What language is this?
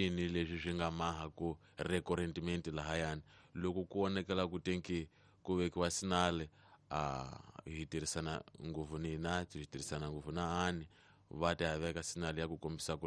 Tsonga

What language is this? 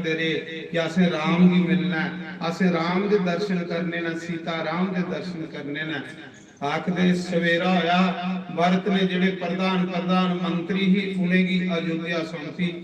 Dogri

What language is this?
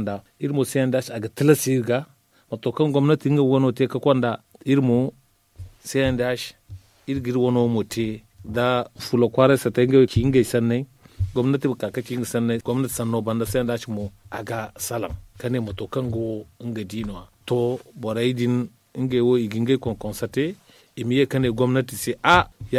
Zarma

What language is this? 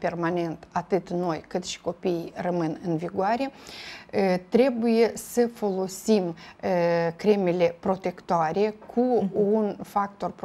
Romanian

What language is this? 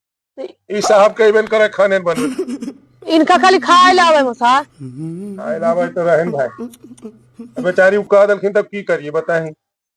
Magahi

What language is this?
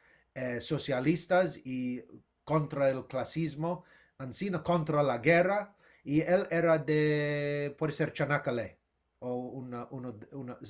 Ladino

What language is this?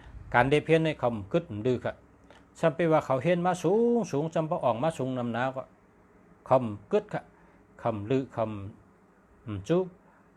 Shan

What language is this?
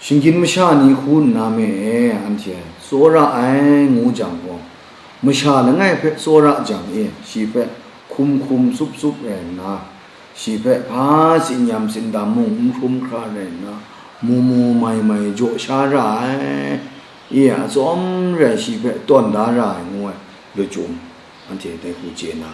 Kachin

